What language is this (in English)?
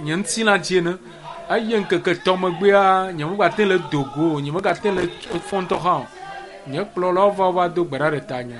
Ewe